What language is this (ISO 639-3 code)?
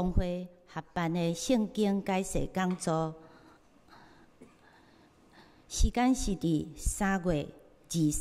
zho